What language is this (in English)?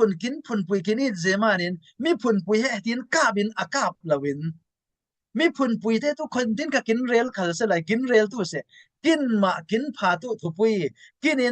Falam Chin